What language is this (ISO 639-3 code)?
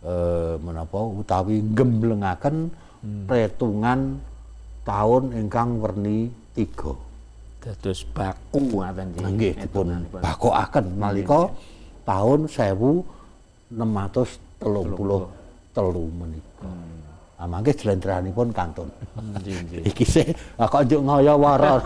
jav